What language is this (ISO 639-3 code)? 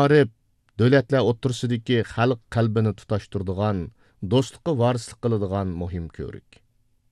uig